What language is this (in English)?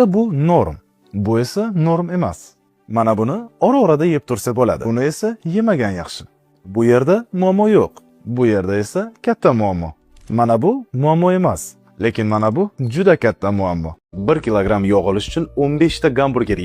Uzbek